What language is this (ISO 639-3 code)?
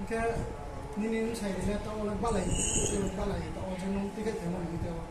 ria